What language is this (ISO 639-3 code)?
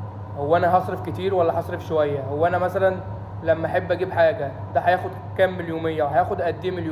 arz